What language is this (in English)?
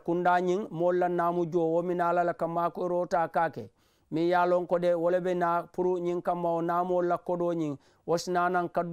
Mandingo